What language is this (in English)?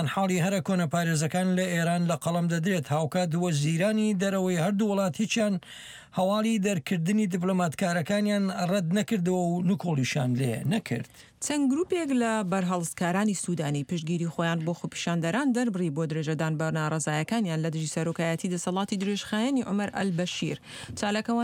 Central Kurdish